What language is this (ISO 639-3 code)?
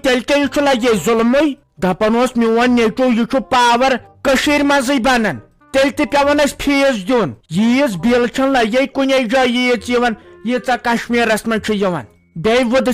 kas